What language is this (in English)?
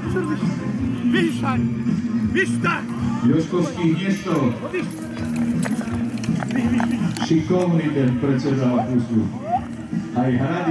Slovak